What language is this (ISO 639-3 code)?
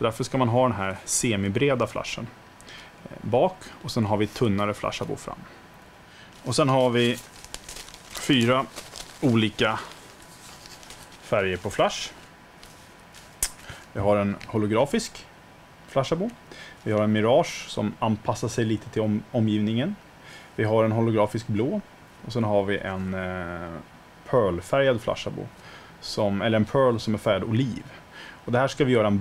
swe